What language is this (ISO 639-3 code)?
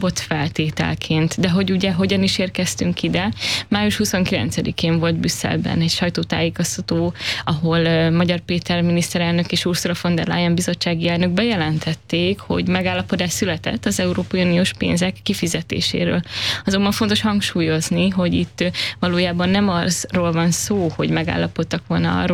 hun